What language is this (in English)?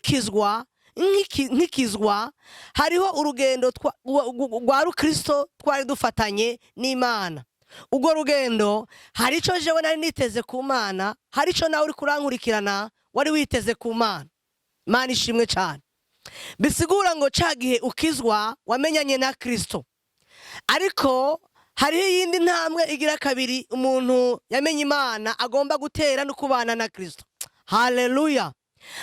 Rundi